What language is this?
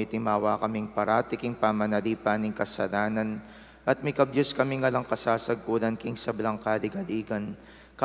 Pampanga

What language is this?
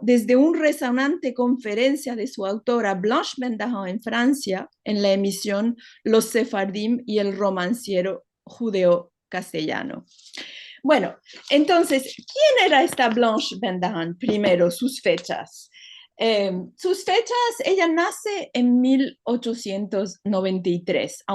Ladino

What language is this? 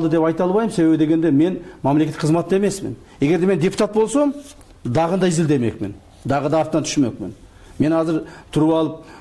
Kyrgyz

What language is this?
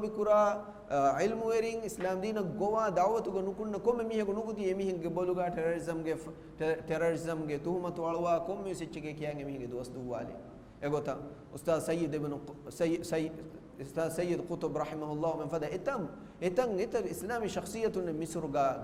Divehi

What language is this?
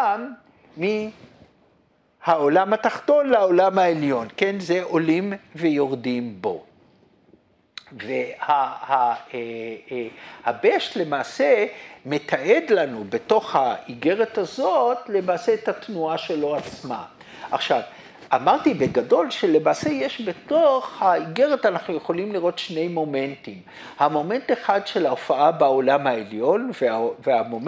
Hebrew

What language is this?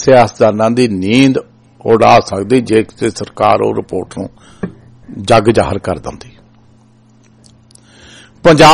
Punjabi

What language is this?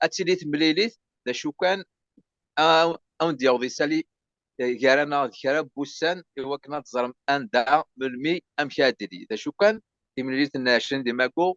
Kabyle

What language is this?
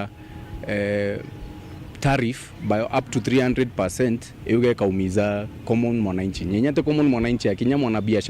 Meru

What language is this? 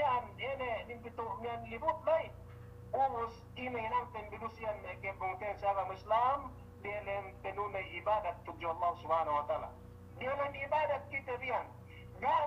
Yakan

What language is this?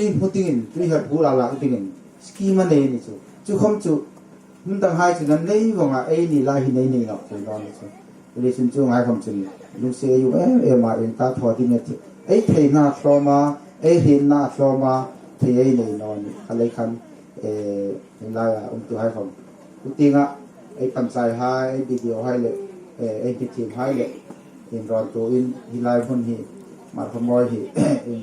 Hmar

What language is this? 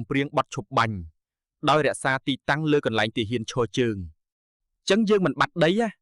Khmer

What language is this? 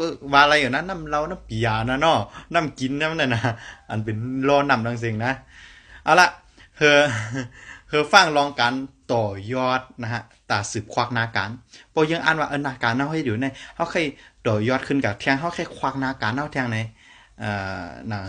Shan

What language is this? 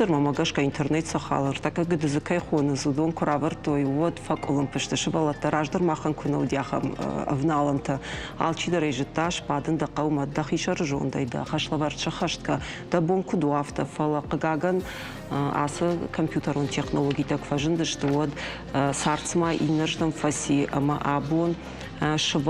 Ossetic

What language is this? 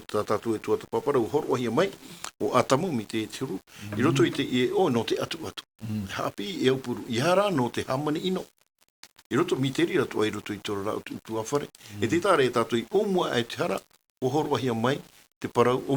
Tahitian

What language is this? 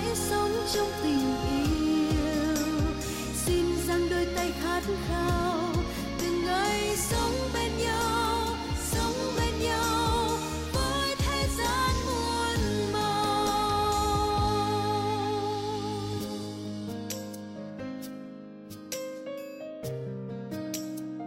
Vietnamese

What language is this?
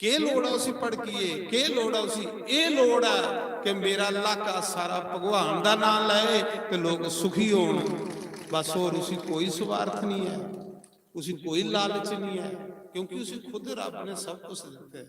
Dogri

